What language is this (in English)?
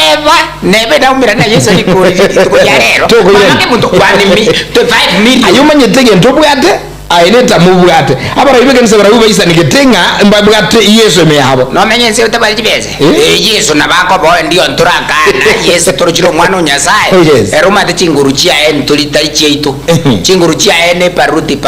Gusii